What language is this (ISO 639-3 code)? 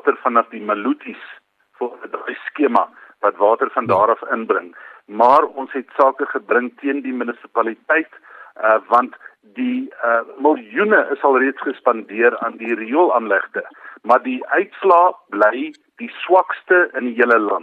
afr